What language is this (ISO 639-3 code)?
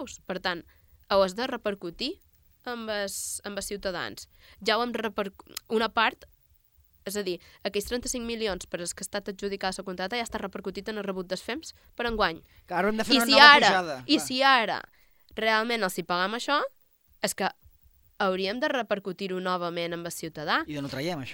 cat